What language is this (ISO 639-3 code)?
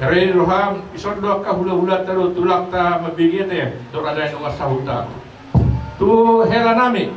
bbc